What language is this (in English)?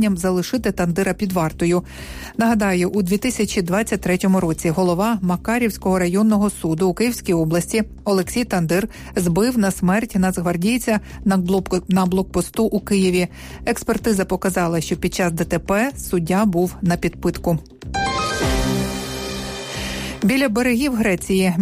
Ukrainian